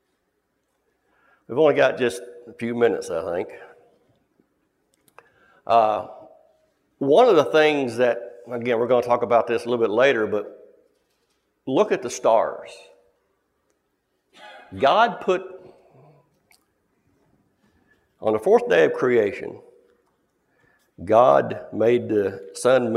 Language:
English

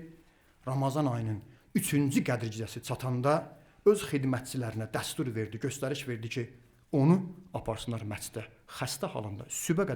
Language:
Azerbaijani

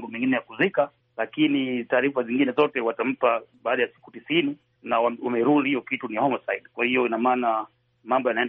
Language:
Swahili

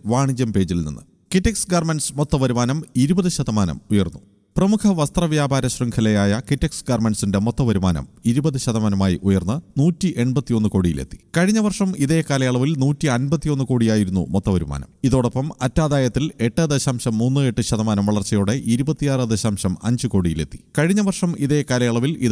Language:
Malayalam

